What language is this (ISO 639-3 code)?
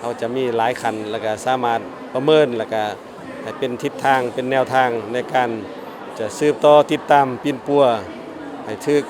lao